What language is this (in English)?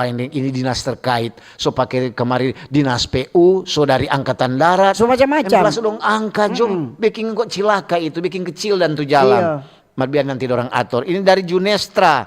Manado Malay